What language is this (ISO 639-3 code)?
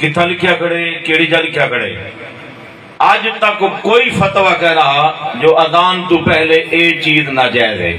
skr